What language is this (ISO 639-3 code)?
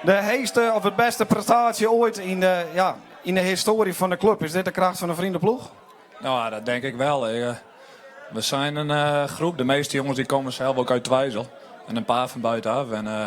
fry